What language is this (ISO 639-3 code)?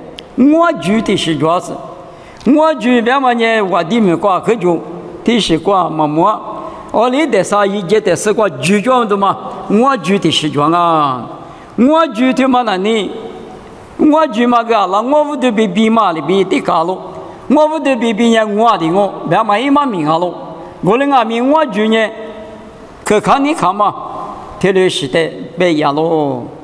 lis